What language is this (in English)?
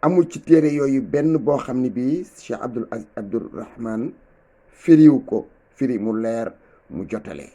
Wolof